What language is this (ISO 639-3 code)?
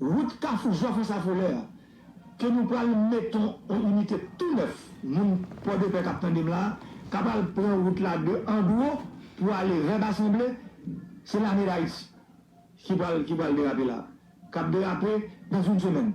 hat